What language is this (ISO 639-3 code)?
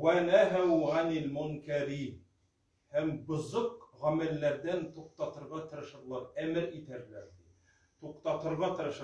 tat